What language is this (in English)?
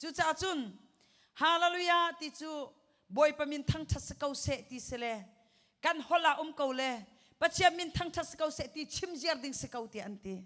Hakha Chin